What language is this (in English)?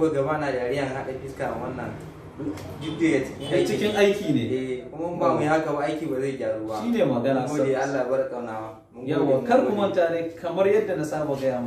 Hausa